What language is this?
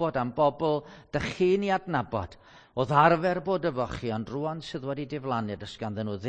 Welsh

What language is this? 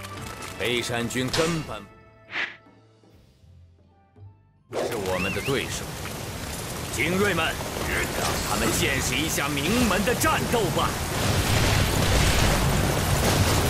Chinese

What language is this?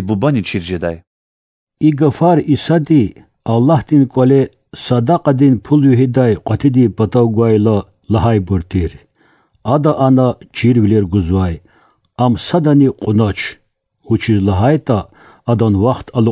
Lezghian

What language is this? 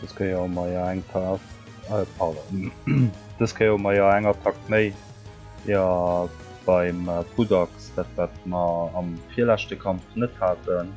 Luxembourgish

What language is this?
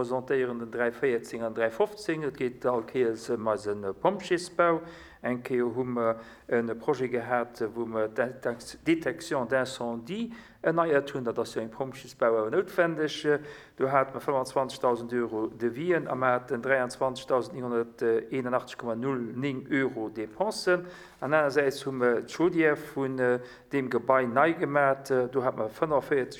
Luxembourgish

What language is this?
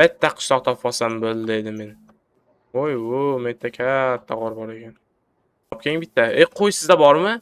Uzbek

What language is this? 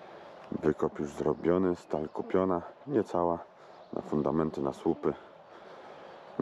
Polish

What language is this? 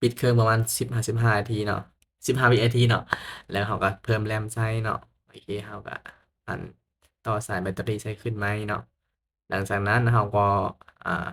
Lao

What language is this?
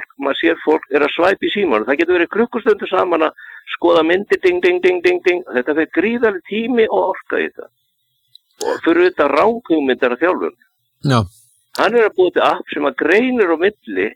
Icelandic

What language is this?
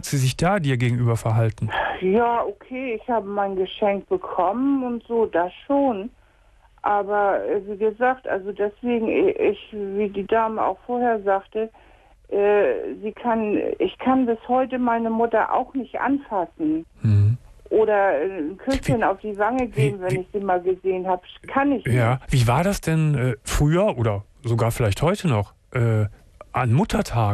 German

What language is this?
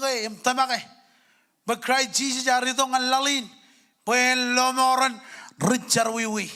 Marshallese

